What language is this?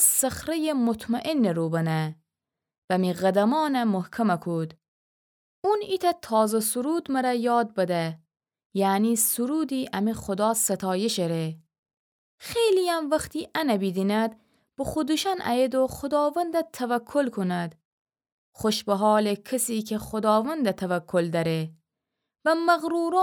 Gilaki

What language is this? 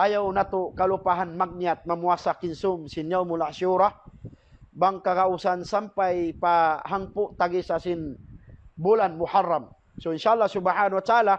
Tausug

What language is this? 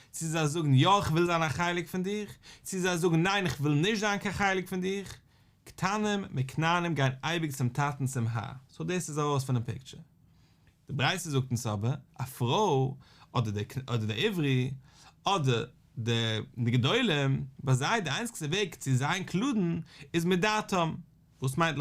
Yiddish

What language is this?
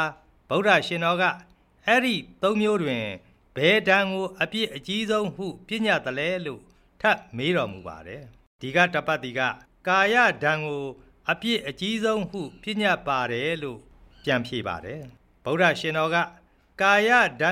Burmese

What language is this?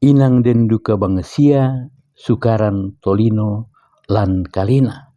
Toraja-Sa'dan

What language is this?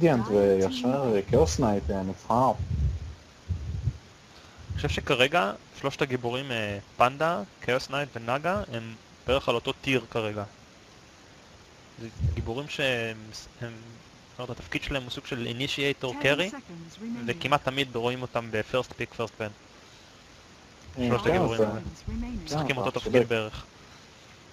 Hebrew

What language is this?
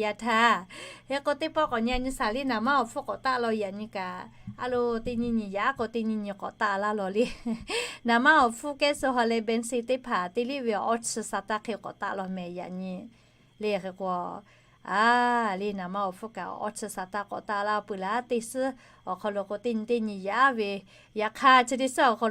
Lahu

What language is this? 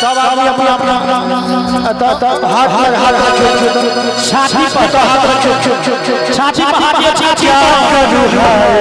Maithili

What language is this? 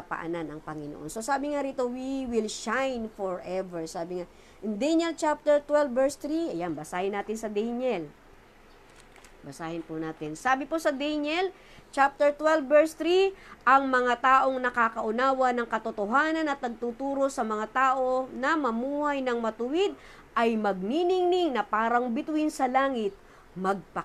Filipino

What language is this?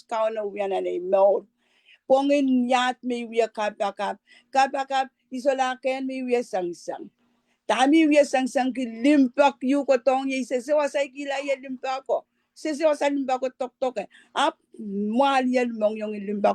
Pohnpeian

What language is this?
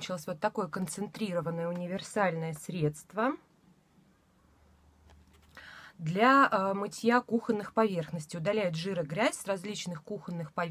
Russian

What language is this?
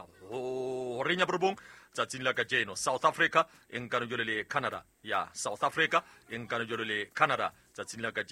Southern Sotho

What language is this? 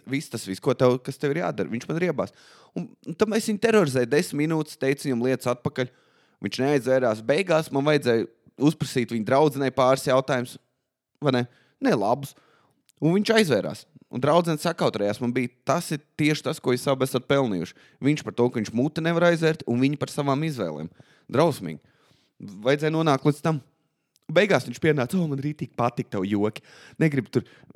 Latvian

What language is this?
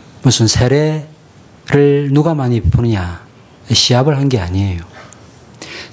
Korean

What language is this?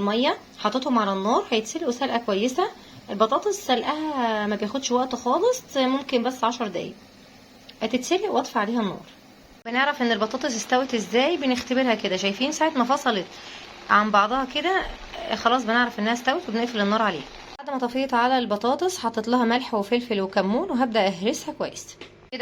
Egyptian Arabic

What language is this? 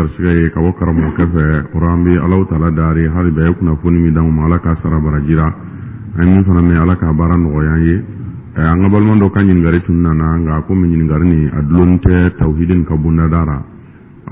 Dyula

